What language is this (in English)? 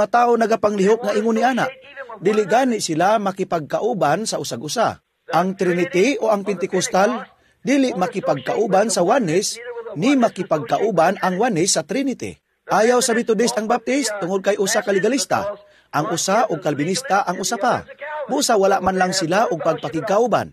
Cebuano